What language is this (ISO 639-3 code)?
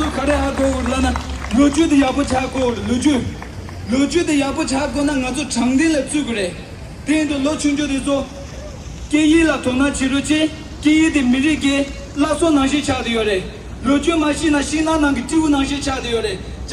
bod